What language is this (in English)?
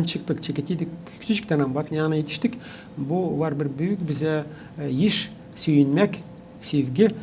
Gagauz